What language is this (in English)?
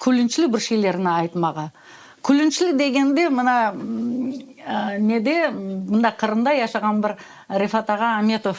Crimean Tatar